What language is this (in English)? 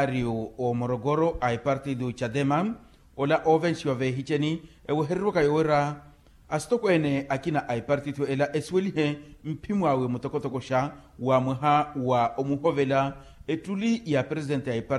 Makhuwa